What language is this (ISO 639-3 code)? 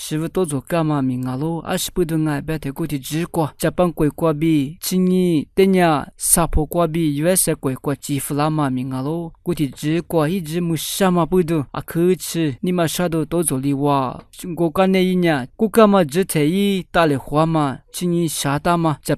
lis